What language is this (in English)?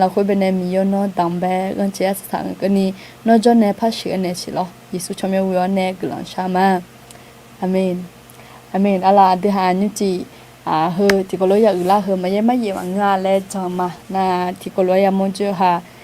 Akha